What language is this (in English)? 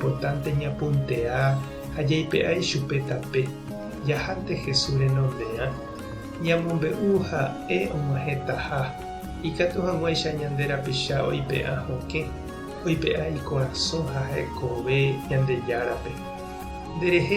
Guarani